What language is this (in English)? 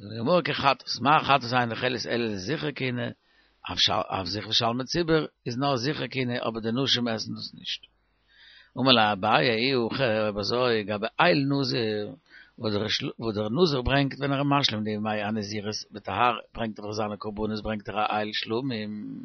Yiddish